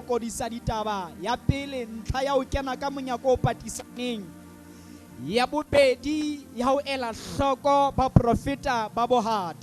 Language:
Southern Sotho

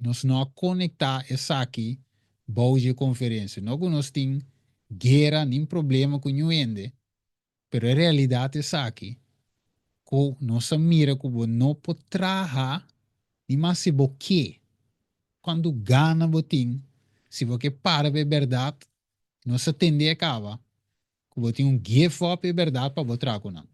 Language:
Papiamento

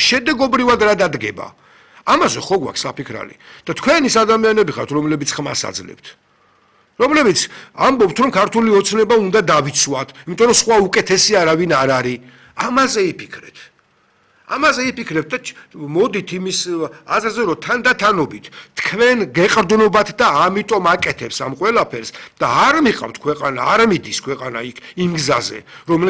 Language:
Georgian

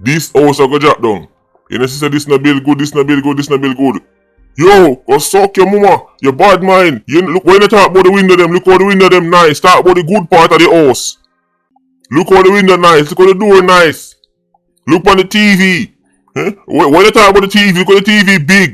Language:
Jamaican Creole English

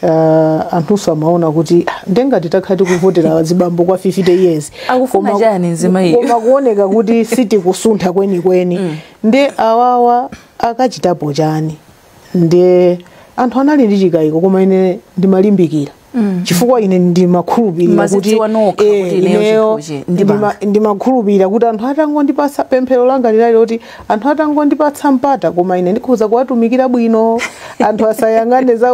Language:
Nyanja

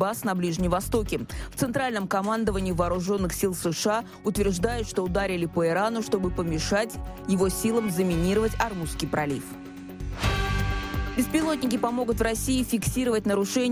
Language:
Russian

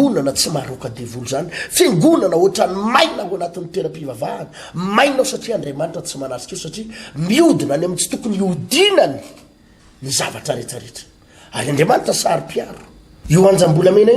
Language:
Malagasy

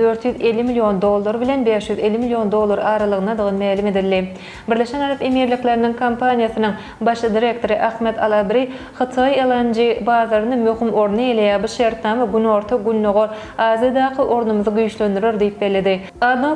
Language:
Turkmen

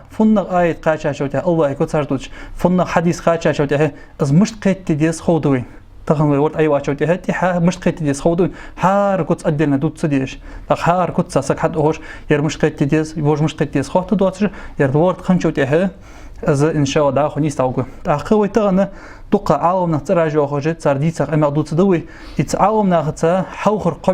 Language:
Ingush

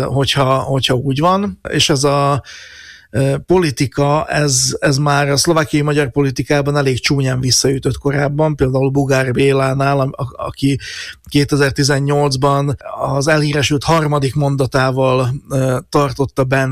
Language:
Hungarian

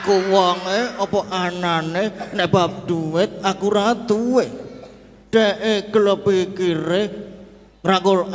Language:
Javanese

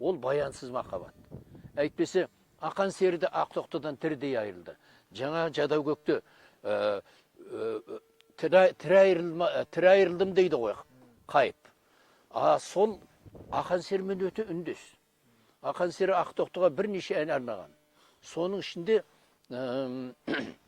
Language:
Kazakh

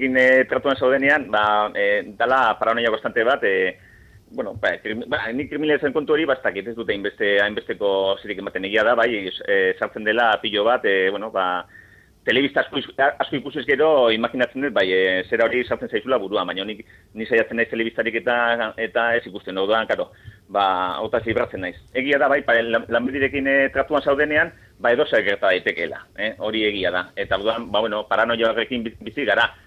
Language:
Basque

